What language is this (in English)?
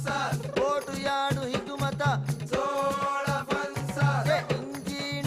Divehi